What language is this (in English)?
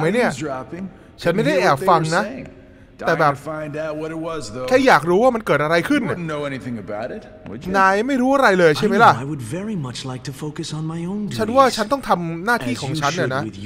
Thai